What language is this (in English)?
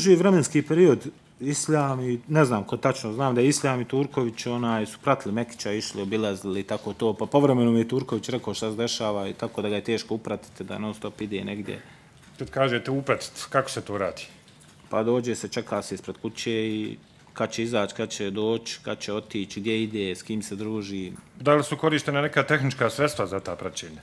Bosnian